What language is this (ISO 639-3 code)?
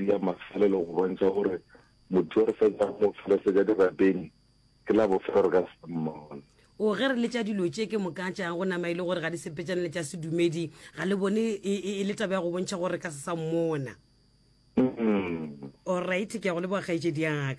nso